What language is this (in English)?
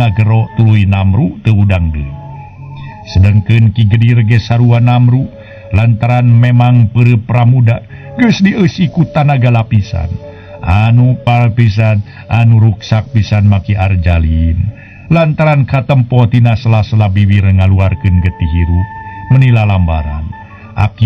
Sundanese